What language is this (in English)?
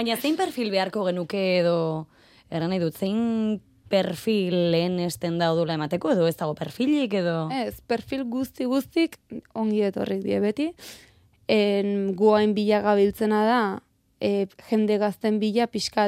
Basque